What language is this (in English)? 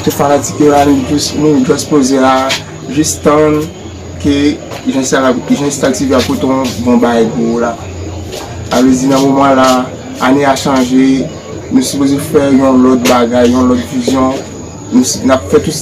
Haitian Creole